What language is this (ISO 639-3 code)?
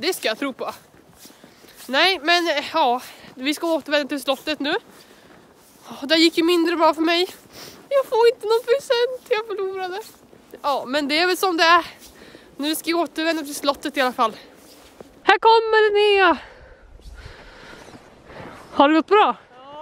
swe